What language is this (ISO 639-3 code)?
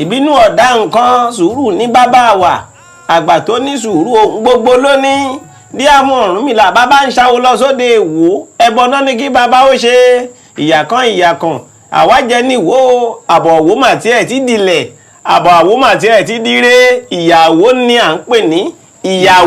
yor